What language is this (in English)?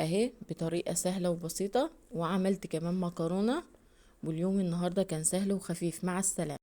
Egyptian Arabic